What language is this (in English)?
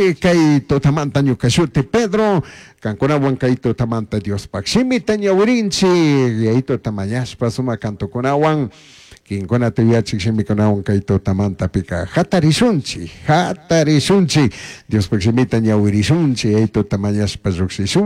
Chimborazo Highland Quichua